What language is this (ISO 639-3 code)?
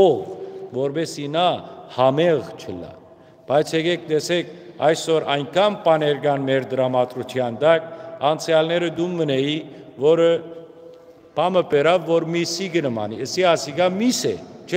hyw